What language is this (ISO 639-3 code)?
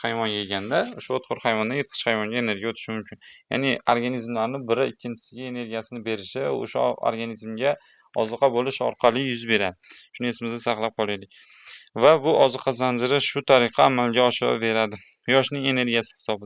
uzb